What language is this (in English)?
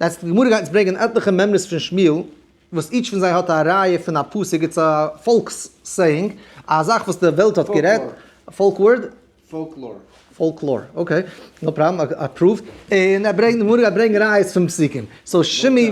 Yiddish